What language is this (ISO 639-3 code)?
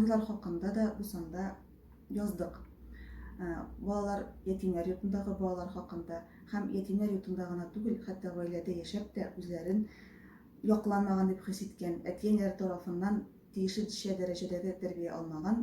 tat